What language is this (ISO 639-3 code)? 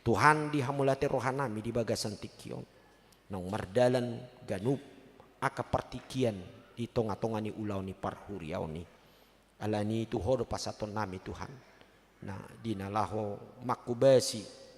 bbc